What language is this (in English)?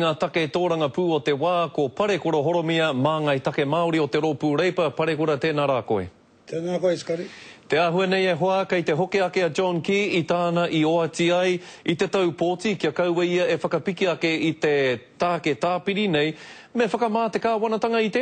Māori